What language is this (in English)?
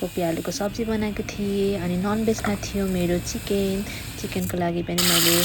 Nepali